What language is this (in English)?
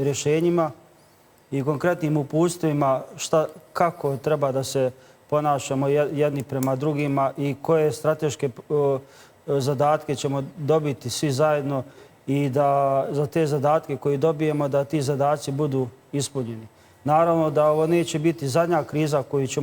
Bosnian